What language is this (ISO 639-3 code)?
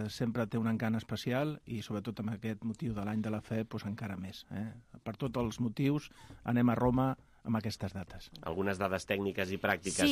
cat